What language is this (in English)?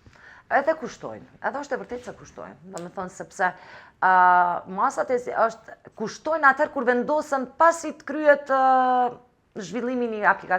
Albanian